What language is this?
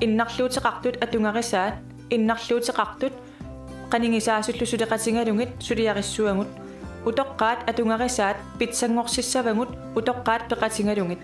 Kalaallisut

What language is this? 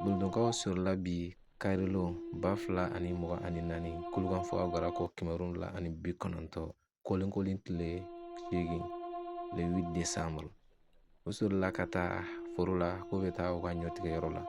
Bambara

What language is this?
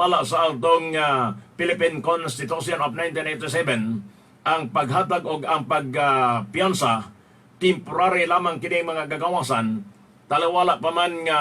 Cebuano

